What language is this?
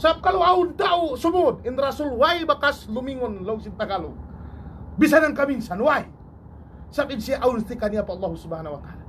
Tausug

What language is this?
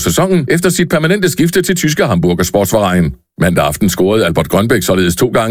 Danish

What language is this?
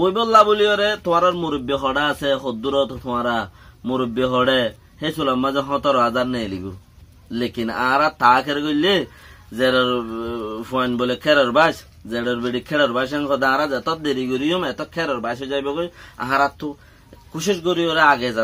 Rohingya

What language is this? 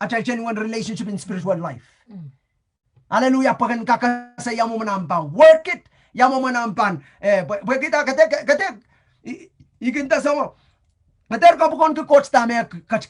Pohnpeian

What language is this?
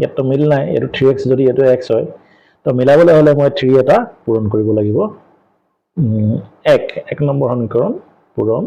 Assamese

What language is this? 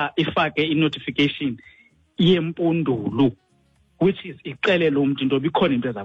Xhosa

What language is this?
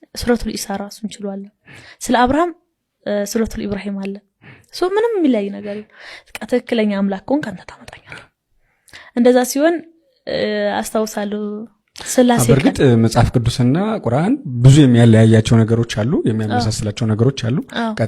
Amharic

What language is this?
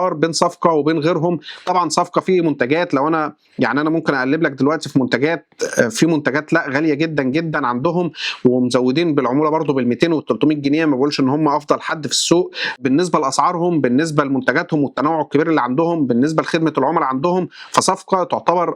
Egyptian Arabic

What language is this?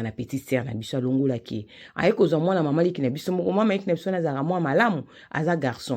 Lingala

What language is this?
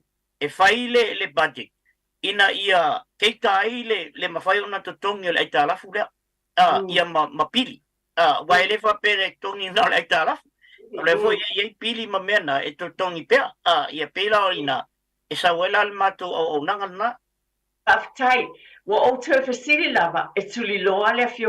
Samoan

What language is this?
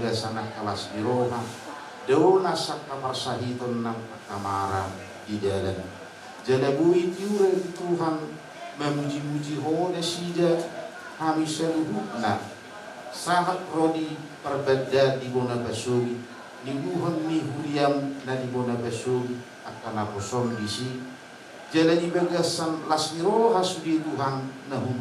Batak Toba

